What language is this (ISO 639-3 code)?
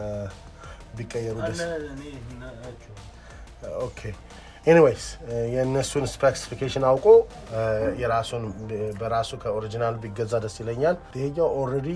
amh